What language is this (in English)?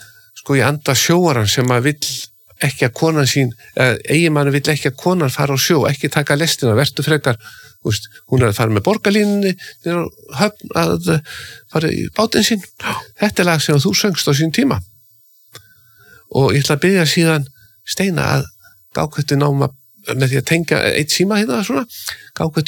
Icelandic